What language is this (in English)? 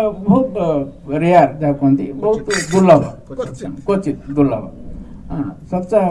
Odia